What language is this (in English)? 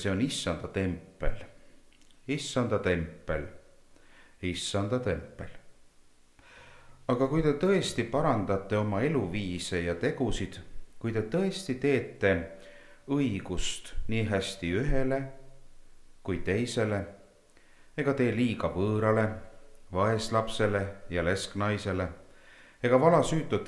Estonian